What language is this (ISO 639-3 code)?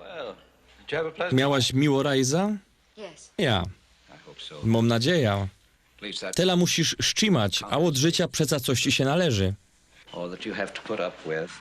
szl